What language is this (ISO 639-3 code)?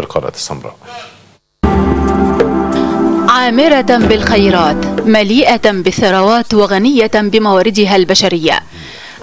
ara